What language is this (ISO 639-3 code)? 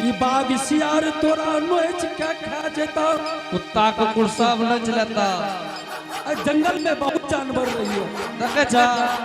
anp